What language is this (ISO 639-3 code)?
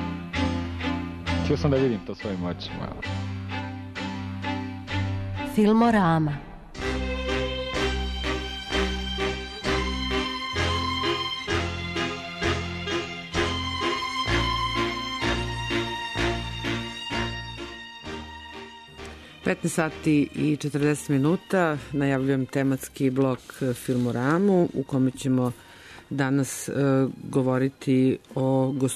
srp